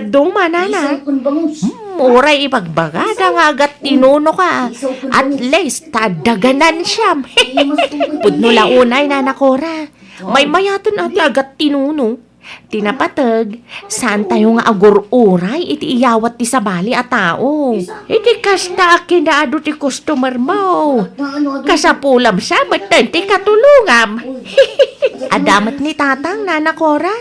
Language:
Iloko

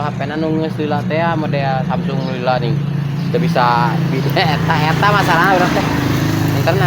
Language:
Sundanese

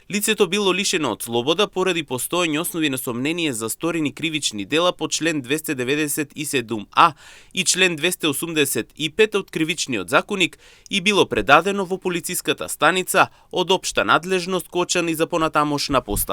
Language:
Macedonian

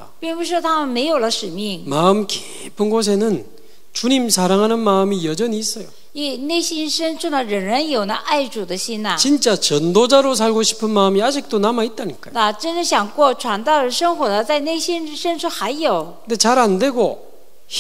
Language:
Korean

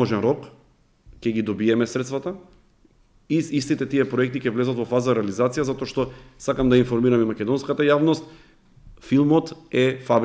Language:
Macedonian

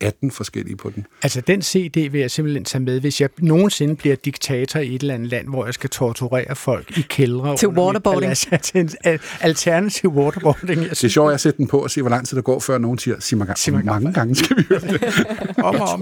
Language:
Danish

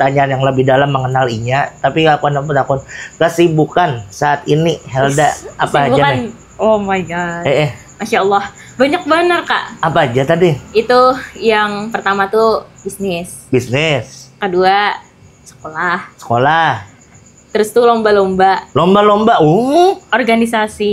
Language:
Banjar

